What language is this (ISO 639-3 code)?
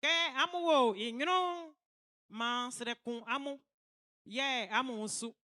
bci